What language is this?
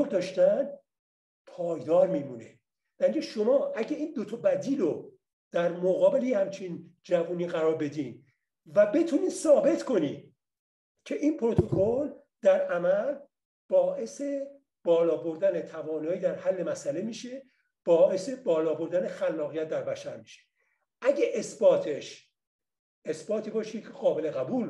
Persian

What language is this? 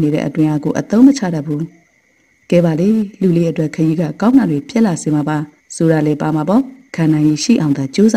Burmese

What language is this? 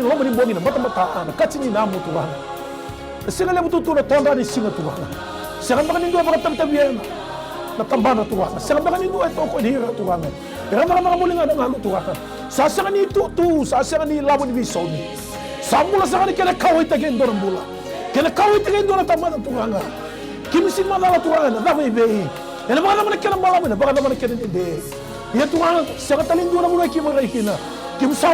Fijian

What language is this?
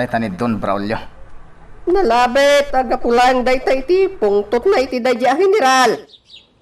Iloko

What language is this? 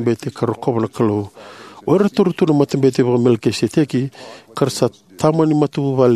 Fijian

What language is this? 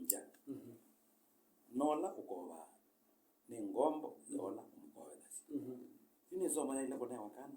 Kamba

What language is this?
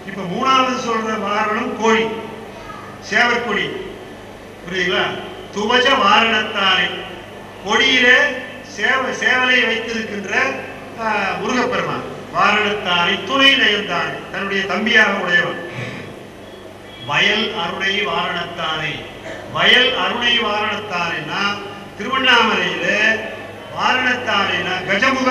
Tamil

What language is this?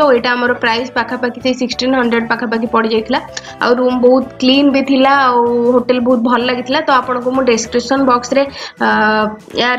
Odia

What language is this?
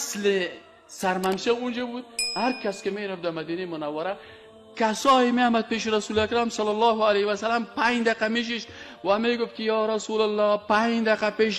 Persian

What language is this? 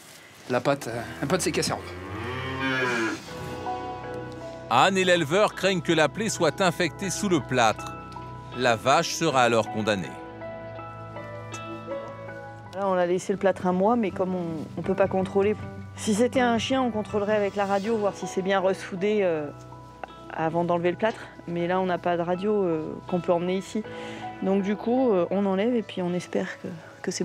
French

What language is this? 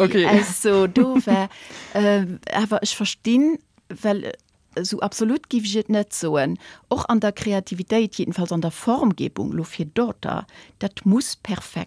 Luxembourgish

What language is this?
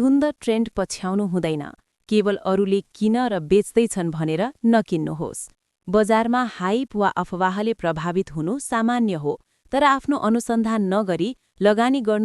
Nepali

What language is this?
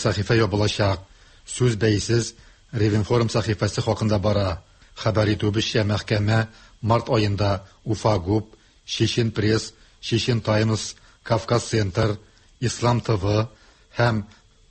Tatar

